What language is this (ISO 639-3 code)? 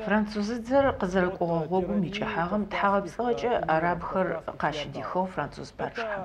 ady